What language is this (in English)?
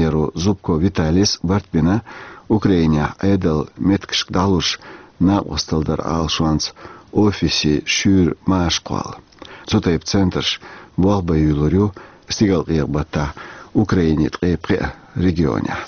Chechen